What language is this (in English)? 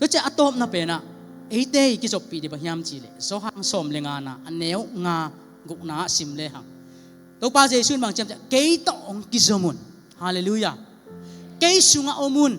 Tedim Chin